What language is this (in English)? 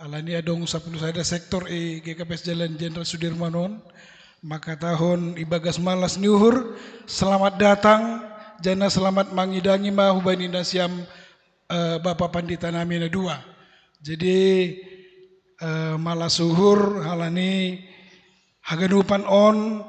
Batak Simalungun